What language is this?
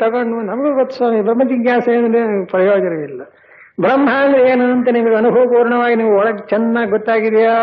Kannada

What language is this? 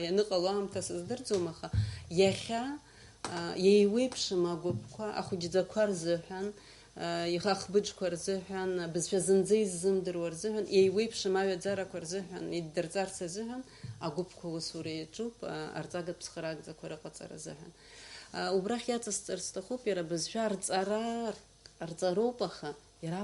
Abkhazian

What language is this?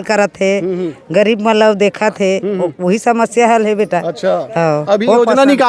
Chhattisgarhi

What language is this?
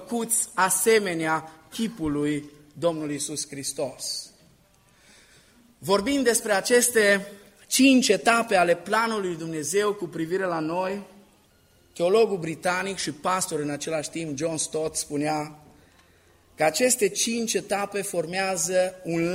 Romanian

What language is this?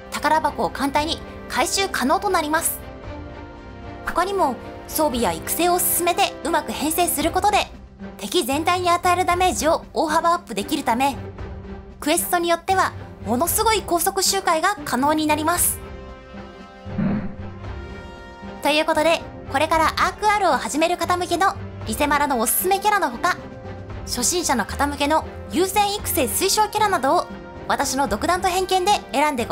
Japanese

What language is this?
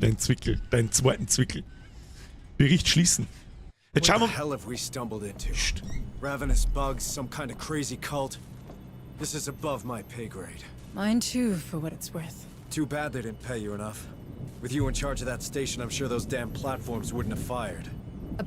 Bavarian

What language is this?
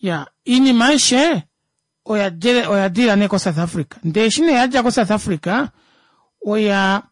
Kuanyama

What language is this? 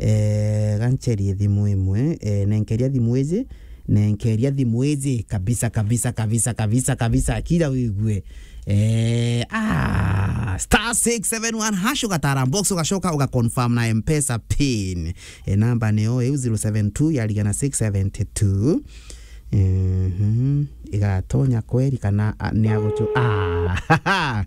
Meru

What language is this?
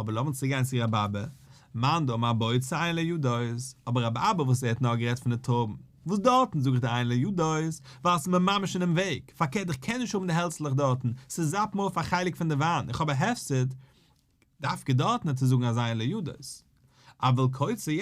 Yiddish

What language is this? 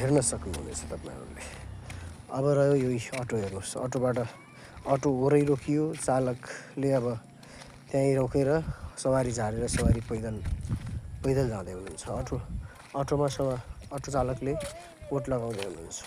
Nepali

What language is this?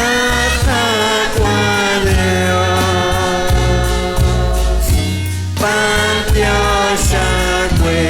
Kekchí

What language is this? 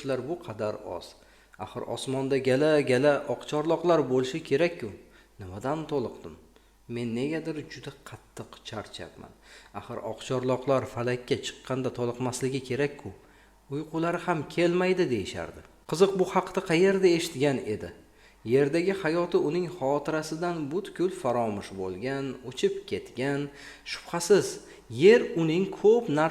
Uzbek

